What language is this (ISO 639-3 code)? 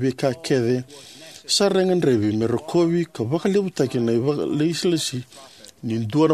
fij